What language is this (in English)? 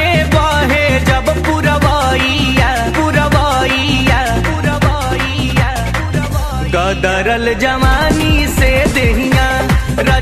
Bhojpuri